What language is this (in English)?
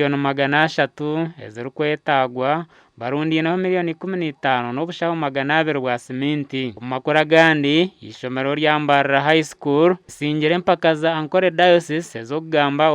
Nyankole